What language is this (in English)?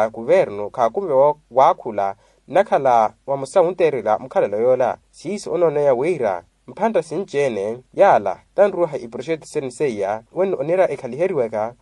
Makhuwa